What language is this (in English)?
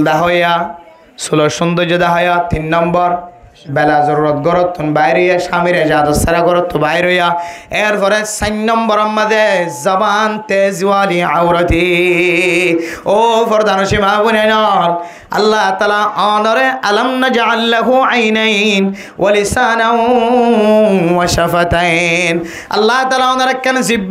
Rohingya